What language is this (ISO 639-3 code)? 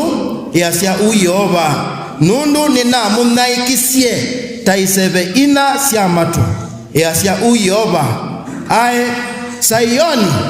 kam